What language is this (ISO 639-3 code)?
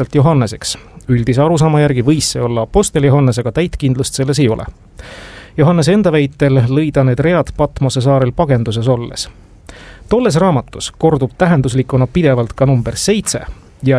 est